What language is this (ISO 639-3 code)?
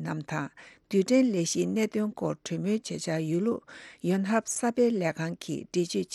bod